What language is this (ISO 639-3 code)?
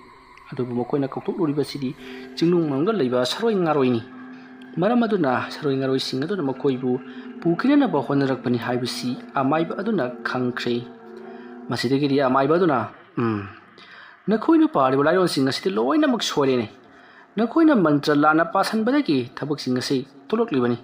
mni